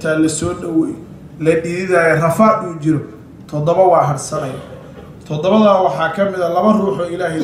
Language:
Somali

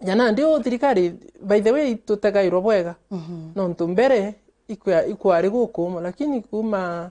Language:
Meru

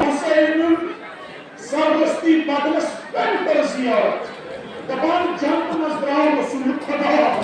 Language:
Kashmiri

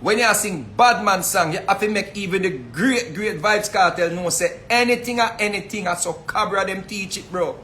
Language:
Jamaican Creole English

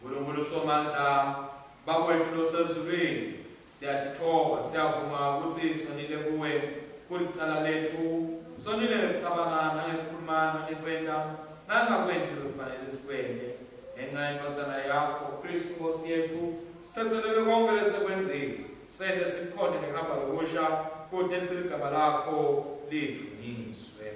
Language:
Swati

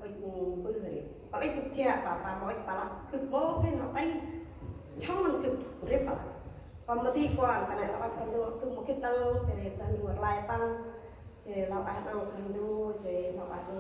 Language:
Central Mnong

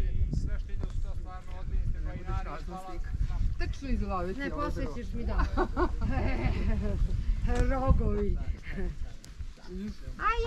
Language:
Croatian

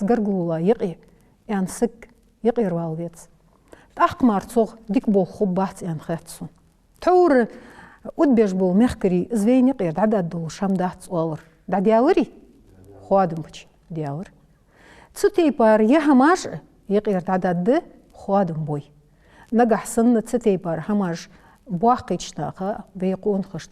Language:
Ingush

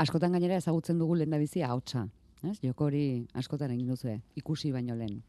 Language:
Basque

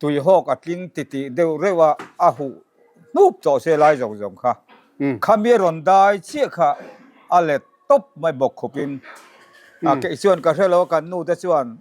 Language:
Mizo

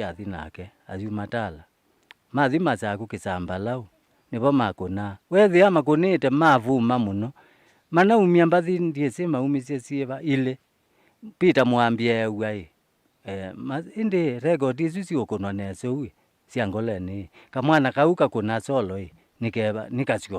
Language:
Kamba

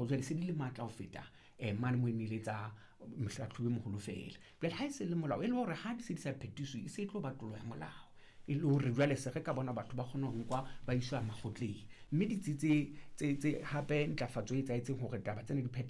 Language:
Southern Sotho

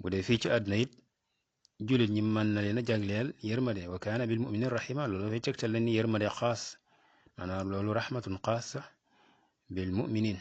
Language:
Wolof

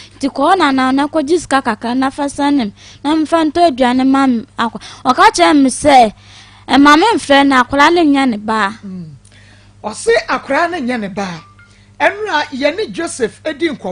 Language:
Akan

